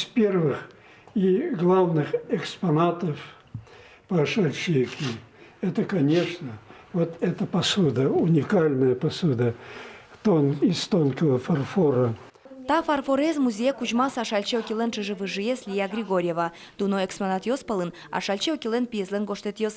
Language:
Udmurt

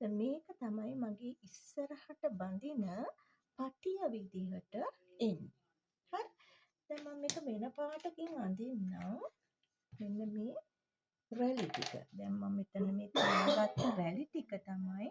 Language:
Sinhala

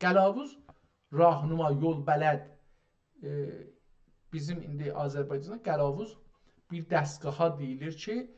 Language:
South Azerbaijani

